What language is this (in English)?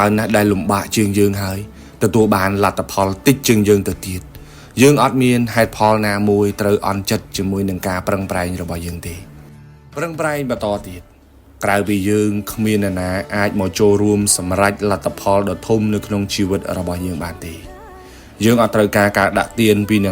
Khmer